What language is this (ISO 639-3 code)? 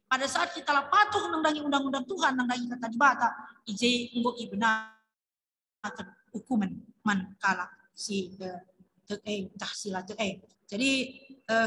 btx